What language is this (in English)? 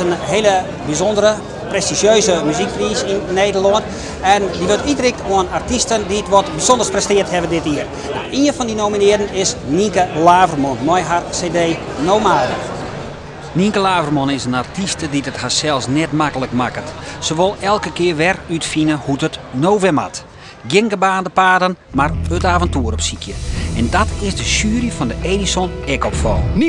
Western Frisian